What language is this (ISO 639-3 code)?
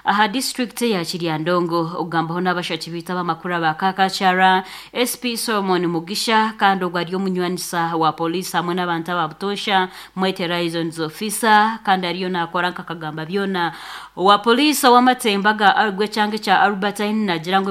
nyn